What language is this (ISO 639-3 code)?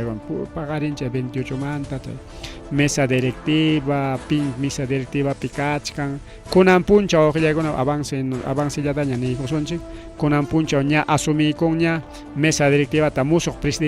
quy